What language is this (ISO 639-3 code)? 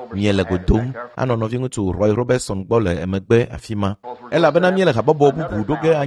ewe